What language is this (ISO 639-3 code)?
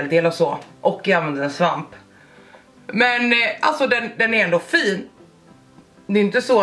swe